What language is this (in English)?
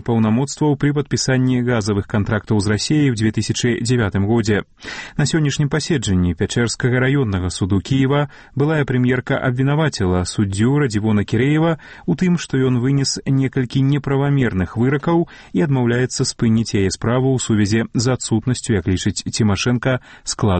Belarusian